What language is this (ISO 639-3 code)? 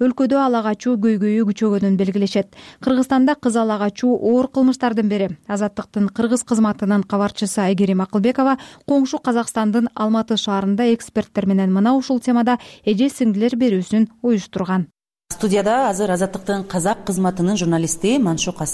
kir